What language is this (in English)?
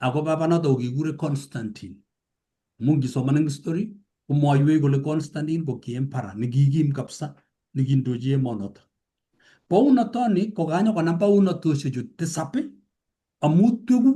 Kalenjin